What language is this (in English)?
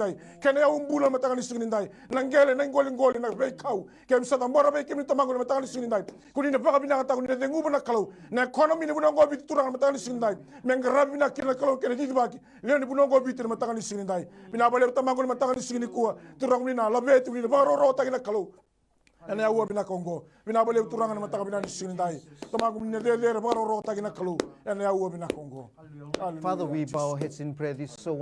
Fijian